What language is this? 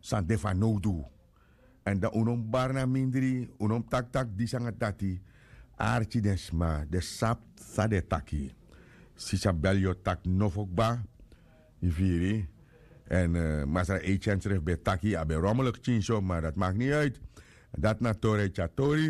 Sranan Tongo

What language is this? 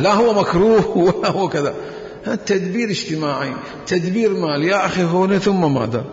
Mesopotamian Arabic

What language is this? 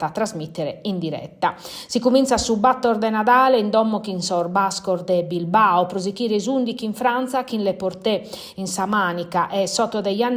Sardinian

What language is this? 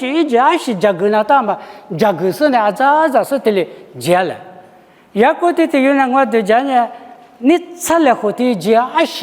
Lisu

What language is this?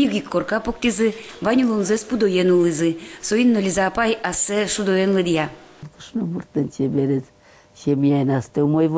Udmurt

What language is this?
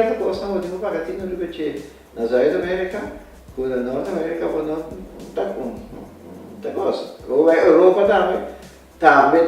Papiamento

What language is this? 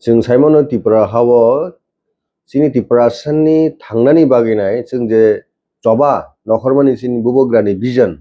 Kok Borok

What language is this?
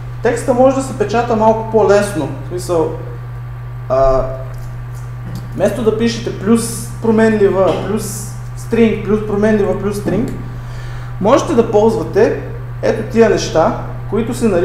Bulgarian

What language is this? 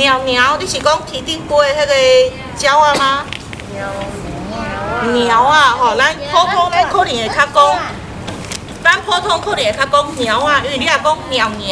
Min Nan Chinese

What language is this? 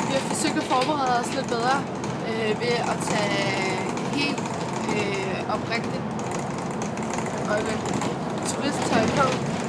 Danish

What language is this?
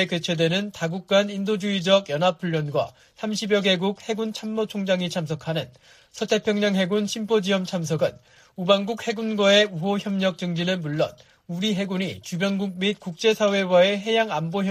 Korean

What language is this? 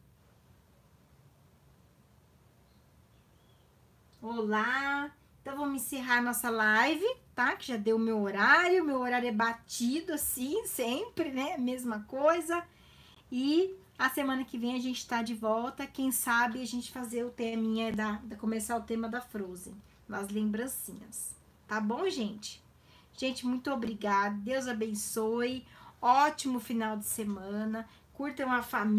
Portuguese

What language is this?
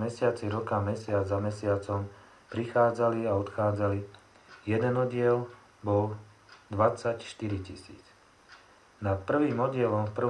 Slovak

